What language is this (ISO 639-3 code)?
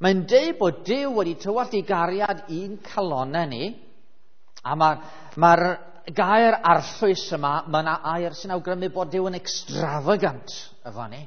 cym